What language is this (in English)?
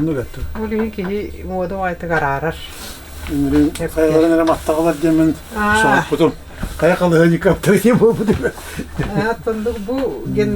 Yakut